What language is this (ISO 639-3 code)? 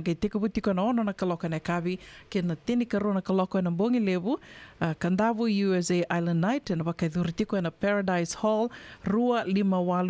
fij